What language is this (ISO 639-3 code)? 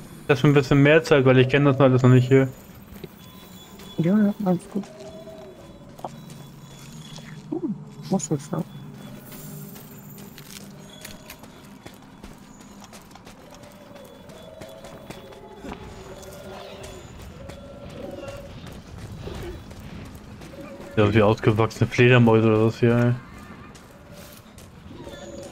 deu